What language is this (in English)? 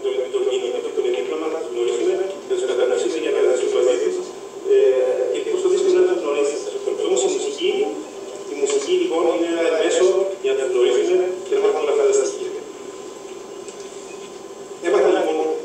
Greek